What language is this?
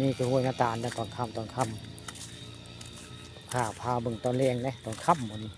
Northeastern Thai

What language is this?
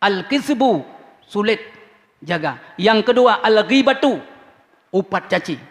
Achinese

